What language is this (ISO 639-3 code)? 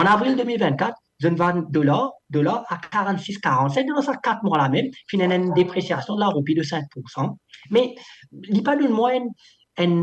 mfe